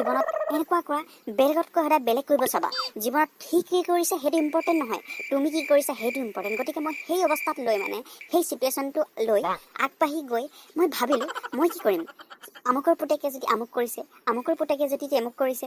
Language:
Assamese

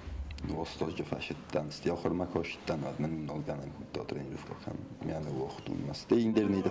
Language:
Ossetic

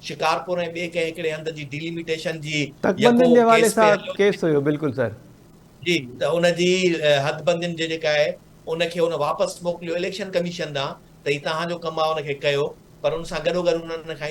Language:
Sindhi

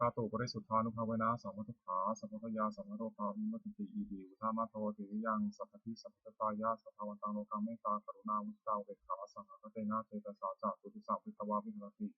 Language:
Pali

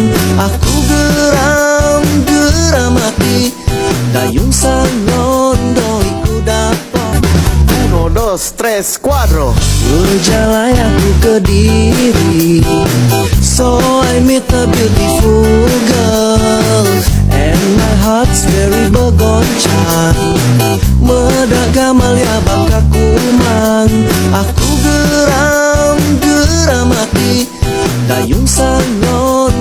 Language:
Iban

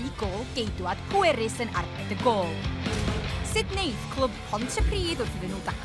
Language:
Welsh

